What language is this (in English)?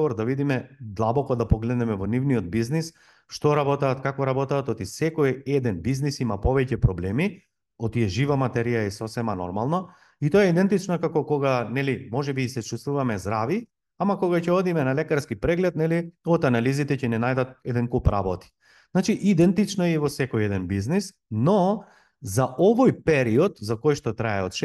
Macedonian